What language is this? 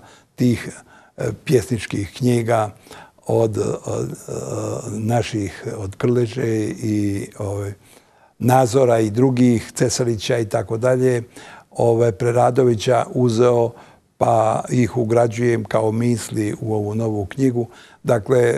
Bosnian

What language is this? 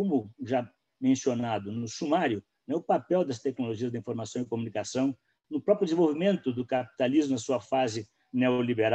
Portuguese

